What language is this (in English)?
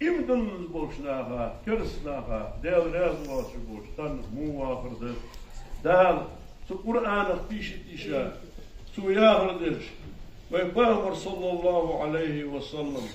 Ingush